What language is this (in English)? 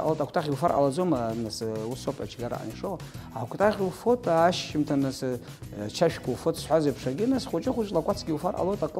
Abkhazian